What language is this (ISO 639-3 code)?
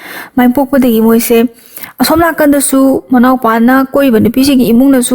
mni